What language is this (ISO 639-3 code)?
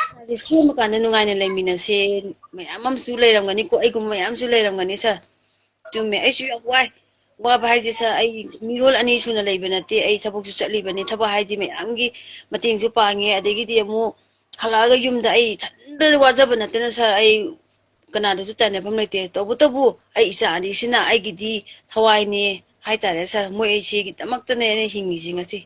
mni